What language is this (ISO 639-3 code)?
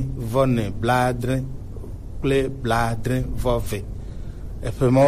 gej